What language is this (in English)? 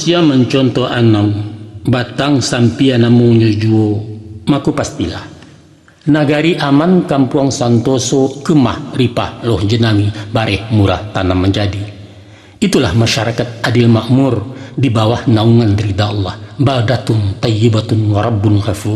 Minangkabau